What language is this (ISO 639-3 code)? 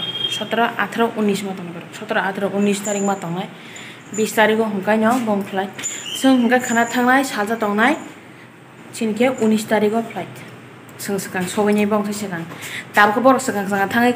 trp